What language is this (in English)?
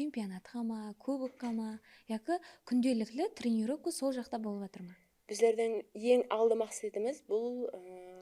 Kara-Kalpak